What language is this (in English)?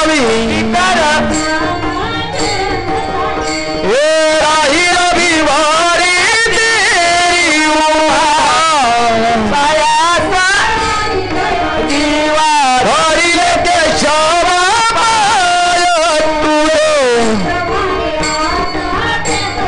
Marathi